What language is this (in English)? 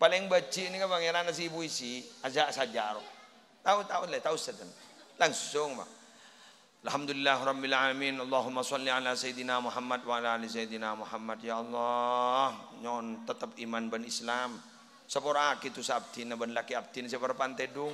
Madurese